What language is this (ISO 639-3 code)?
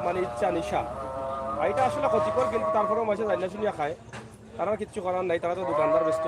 syl